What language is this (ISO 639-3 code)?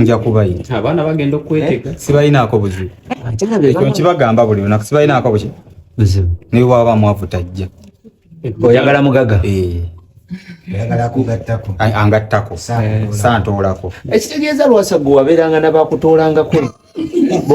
lug